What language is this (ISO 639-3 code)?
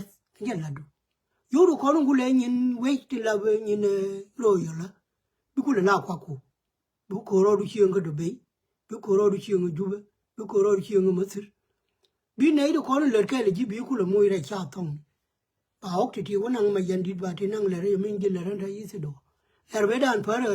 nus